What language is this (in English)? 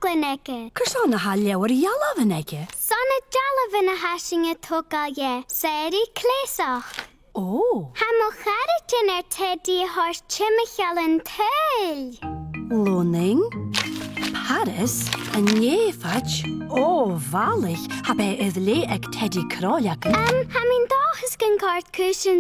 Scottish Gaelic